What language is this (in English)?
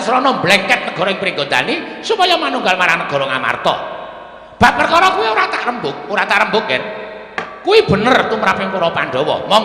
Javanese